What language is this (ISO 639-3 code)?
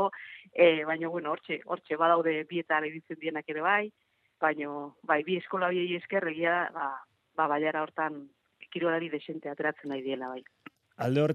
eus